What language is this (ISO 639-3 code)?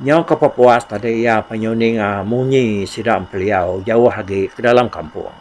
iba